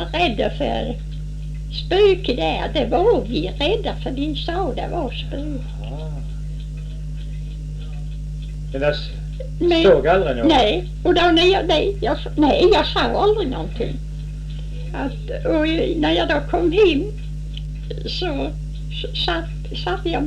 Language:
Swedish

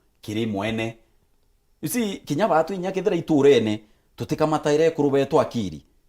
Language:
Meru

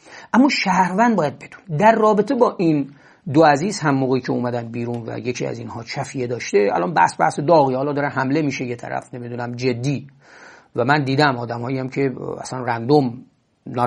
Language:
Persian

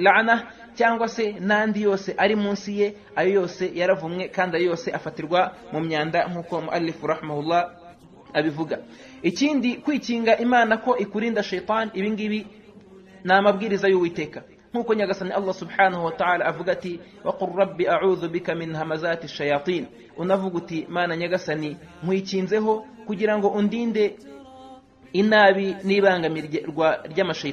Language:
Kinyarwanda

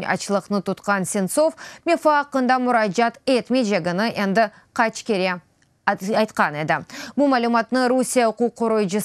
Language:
Crimean Tatar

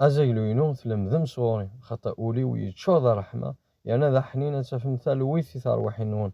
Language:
Kabyle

